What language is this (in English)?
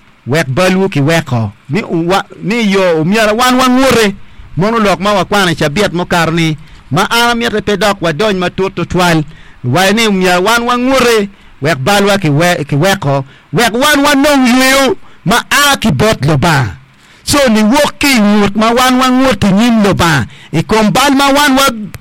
Acoli